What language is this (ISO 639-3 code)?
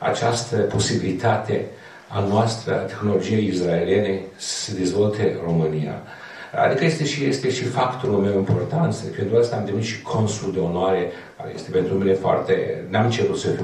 ron